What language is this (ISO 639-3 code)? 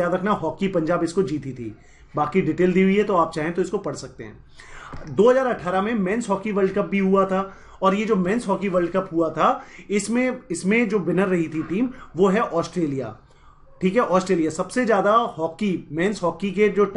hin